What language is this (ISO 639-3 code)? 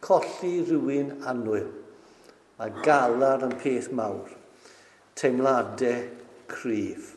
cym